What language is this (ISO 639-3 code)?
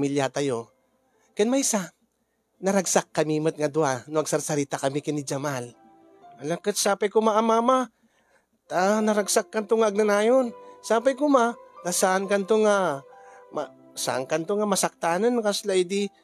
ilo